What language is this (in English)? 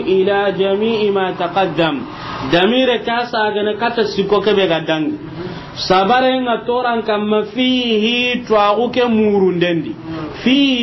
Soninke